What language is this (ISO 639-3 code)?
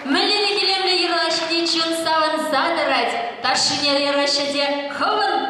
chv